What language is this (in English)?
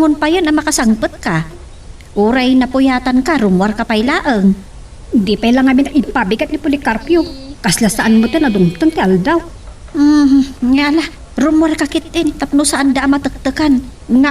Iloko